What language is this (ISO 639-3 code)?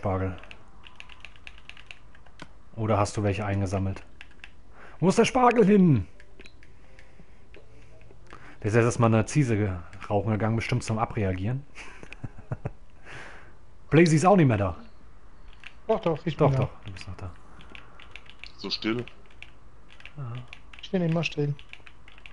deu